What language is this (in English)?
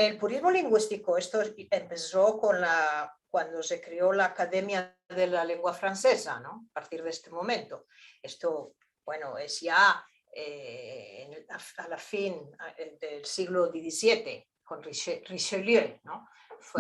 Ladino